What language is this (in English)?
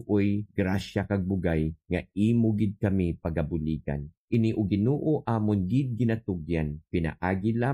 Hiligaynon